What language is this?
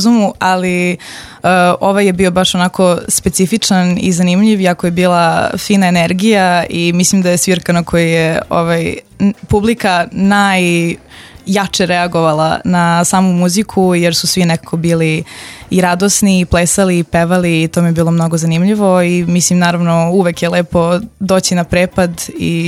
Serbian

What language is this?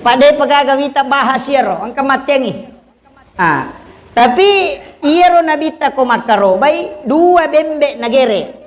Buginese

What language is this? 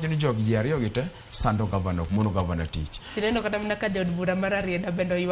Luo (Kenya and Tanzania)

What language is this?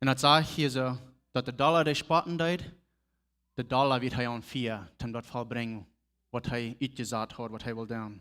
Plautdietsch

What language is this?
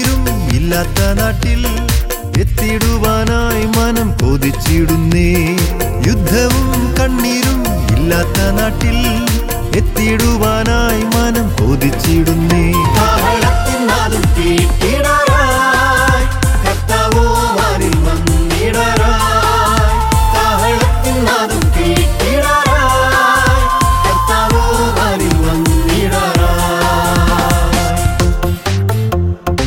Malayalam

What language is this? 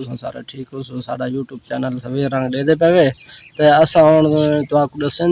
Saraiki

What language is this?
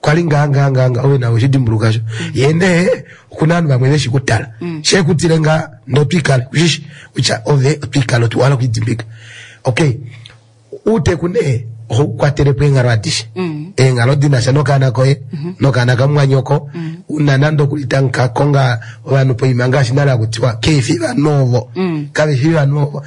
Kuanyama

